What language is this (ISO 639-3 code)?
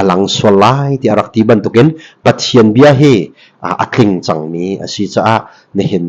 cnh